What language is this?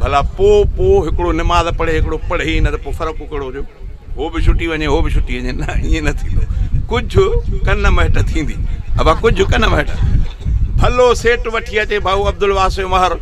Sindhi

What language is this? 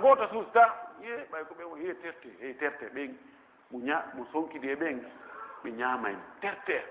Pular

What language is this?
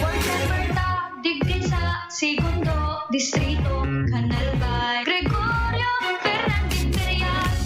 Bikol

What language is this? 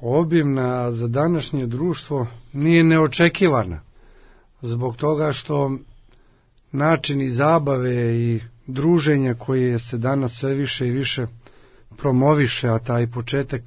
Serbian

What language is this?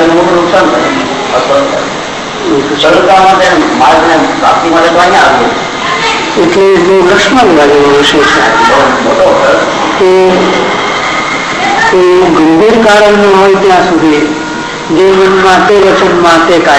Gujarati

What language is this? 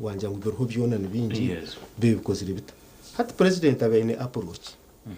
Nyankole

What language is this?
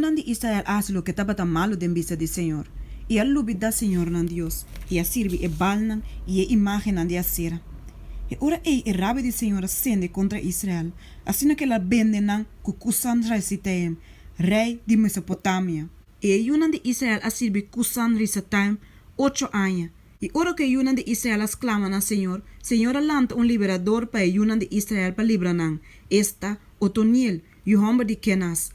Papiamento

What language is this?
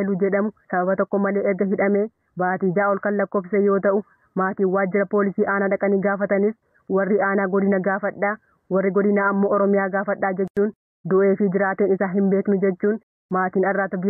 Oromo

